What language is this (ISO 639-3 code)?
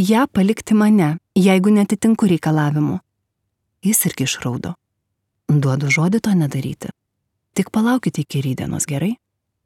lit